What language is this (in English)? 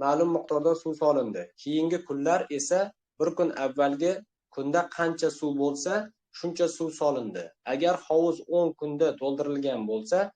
Uzbek